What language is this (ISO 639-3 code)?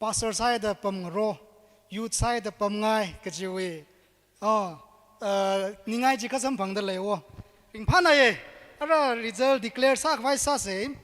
nmf